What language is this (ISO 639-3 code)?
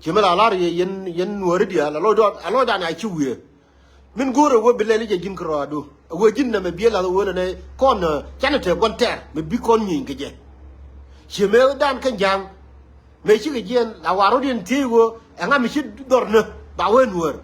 nus